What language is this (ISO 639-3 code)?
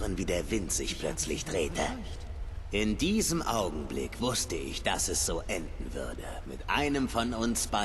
bar